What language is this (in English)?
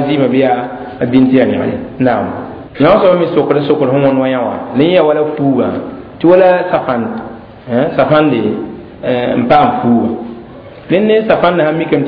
Mossi